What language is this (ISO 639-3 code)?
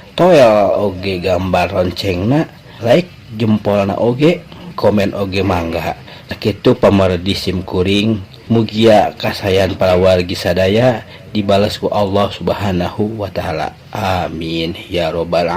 sun